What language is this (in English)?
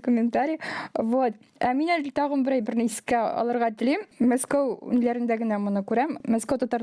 Tatar